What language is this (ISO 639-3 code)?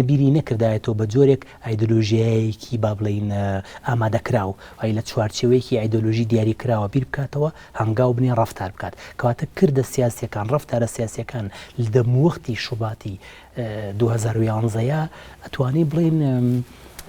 ckb